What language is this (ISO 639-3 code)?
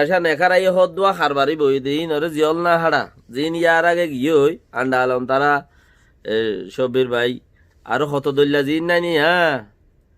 rhg